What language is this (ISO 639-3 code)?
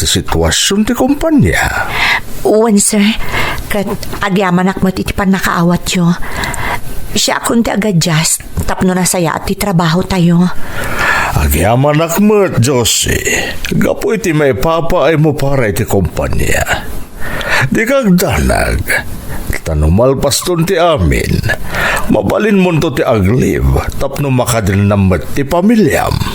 ilo